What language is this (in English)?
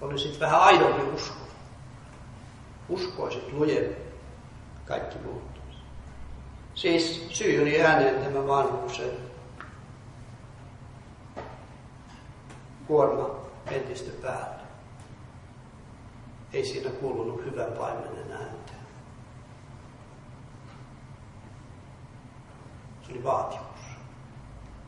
Finnish